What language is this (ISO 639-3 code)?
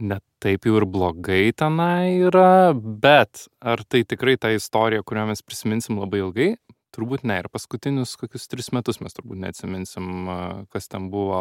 lit